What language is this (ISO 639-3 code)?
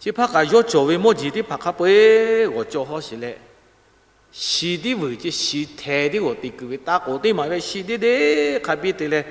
lhu